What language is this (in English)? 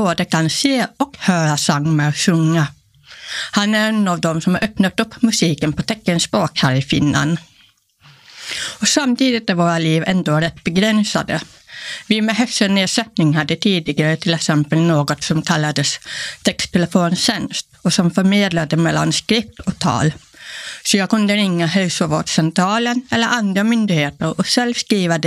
Swedish